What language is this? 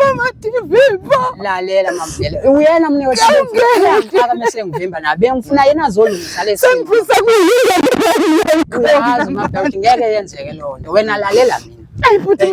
Zulu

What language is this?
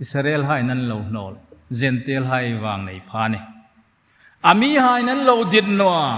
Hmar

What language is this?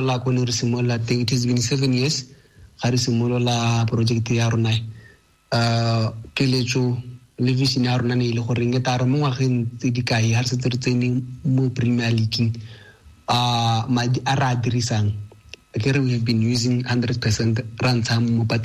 Tswana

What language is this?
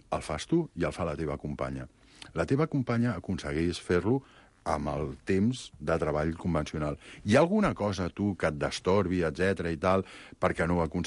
Catalan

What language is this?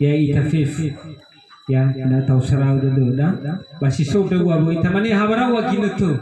Nias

